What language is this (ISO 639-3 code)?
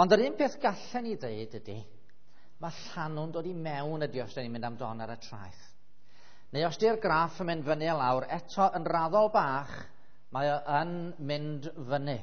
cym